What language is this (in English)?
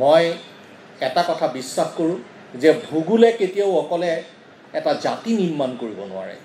Assamese